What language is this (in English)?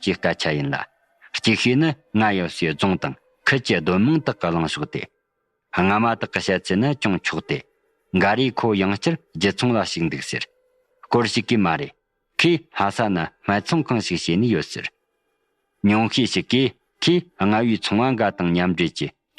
Tibetan